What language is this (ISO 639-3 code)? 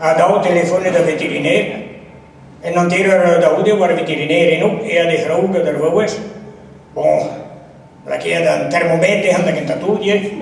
bre